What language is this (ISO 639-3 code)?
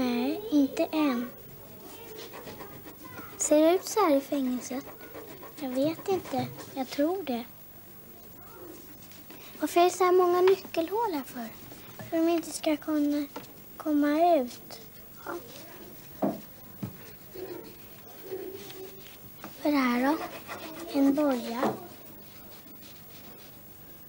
swe